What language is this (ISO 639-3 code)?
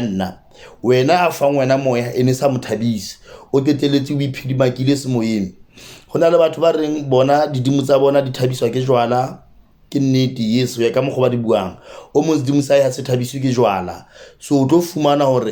sot